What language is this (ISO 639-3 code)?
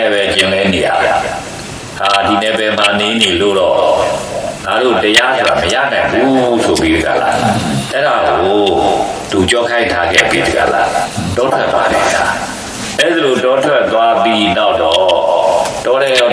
mya